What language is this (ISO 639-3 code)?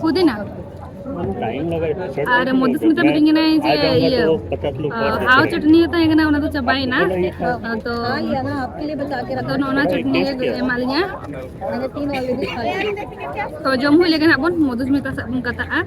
sat